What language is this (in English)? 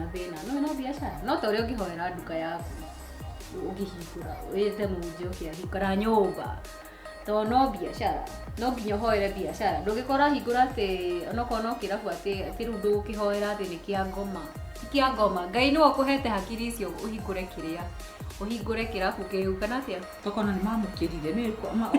Kikuyu